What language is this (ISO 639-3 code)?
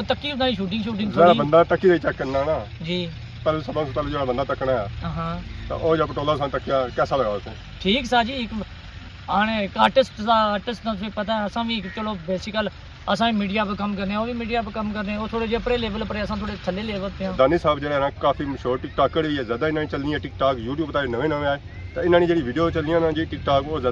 phr